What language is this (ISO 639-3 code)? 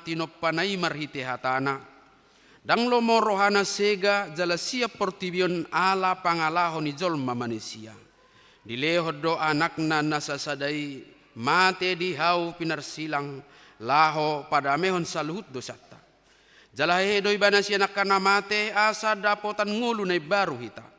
bbc